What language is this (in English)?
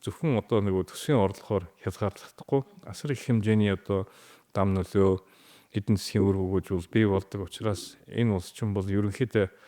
Mongolian